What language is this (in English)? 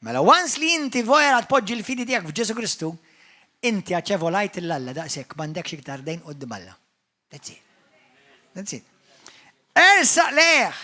Maltese